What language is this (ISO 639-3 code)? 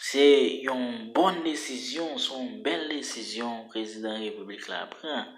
hat